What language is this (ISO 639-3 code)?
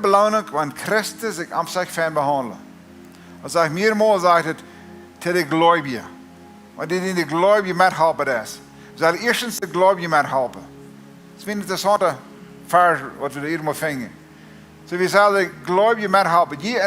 pdt